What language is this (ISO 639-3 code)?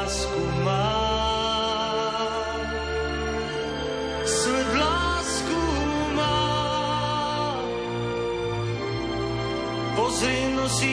slk